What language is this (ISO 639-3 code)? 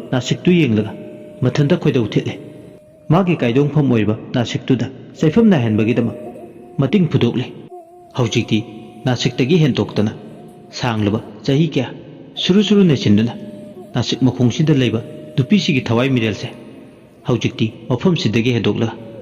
mni